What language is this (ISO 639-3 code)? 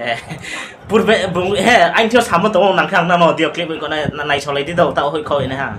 ria